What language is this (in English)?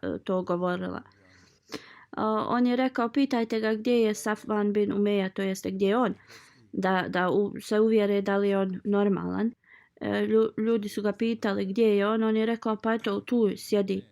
Bosnian